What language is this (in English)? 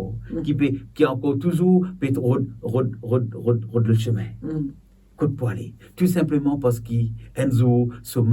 Morisyen